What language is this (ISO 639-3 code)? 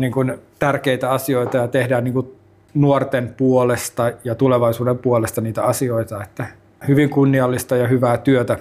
fin